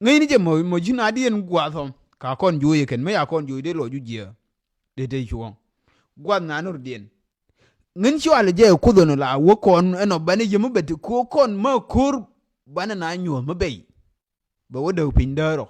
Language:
Nuer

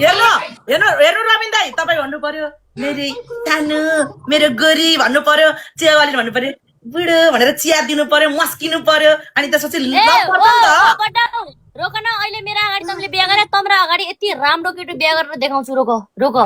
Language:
Nepali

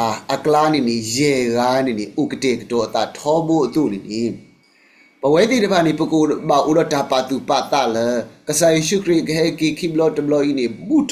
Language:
S'gaw Karen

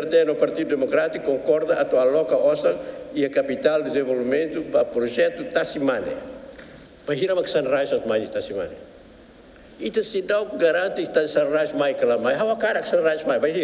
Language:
Tetum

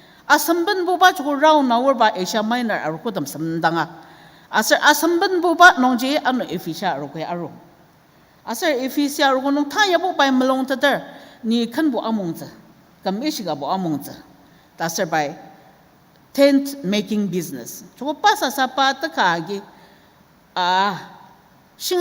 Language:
Ao Naga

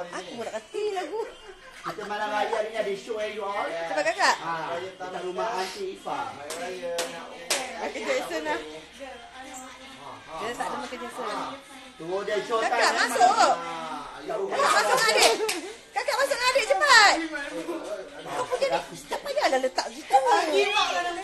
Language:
Malay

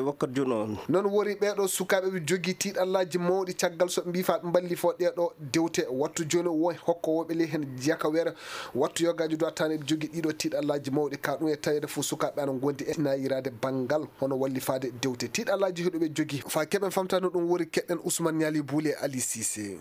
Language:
Nigerian Fulfulde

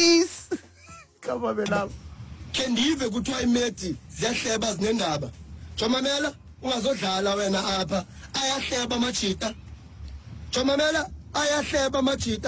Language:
Xhosa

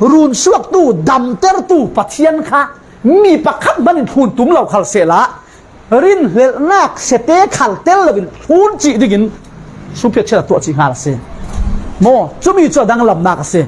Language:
Falam Chin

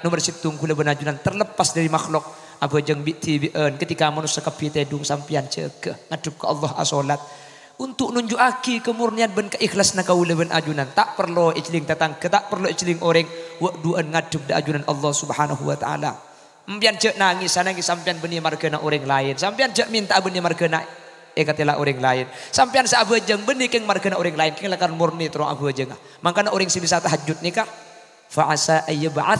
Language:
Madurese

